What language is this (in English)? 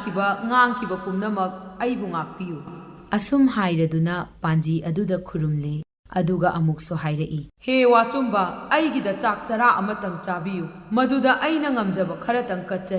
Manipuri